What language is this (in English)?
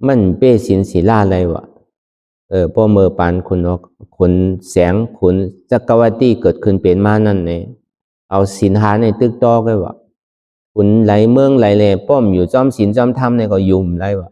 Shan